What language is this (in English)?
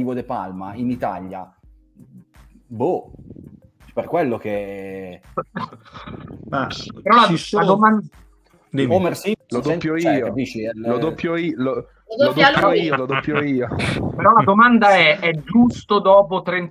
Italian